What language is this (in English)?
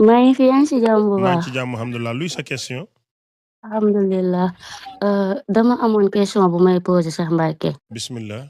Wolof